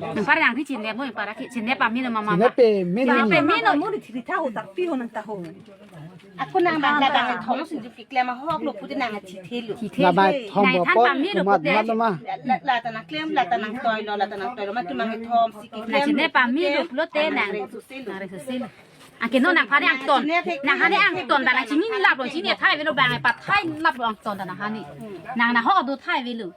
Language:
Karbi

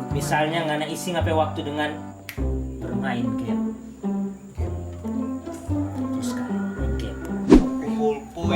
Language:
Manado Malay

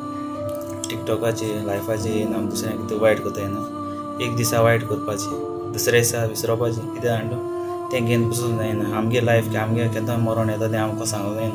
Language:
Konkani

